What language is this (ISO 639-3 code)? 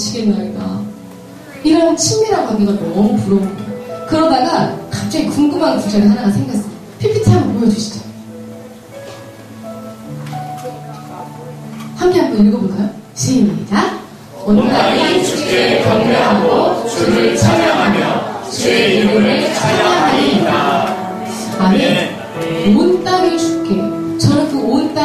kor